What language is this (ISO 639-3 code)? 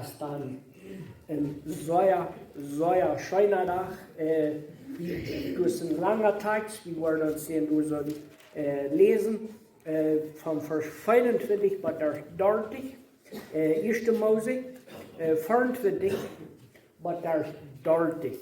pdt